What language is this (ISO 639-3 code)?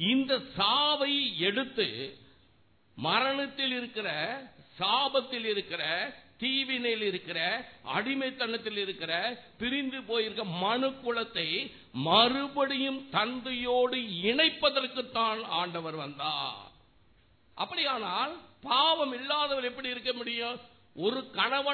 tam